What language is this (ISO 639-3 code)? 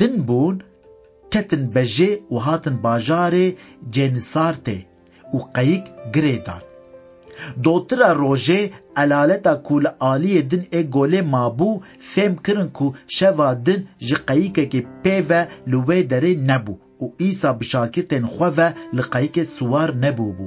kur